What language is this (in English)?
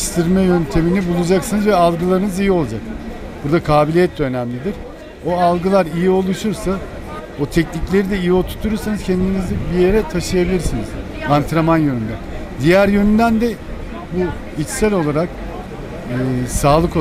Turkish